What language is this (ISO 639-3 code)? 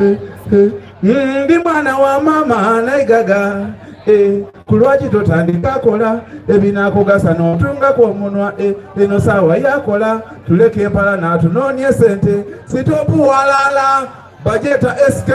xog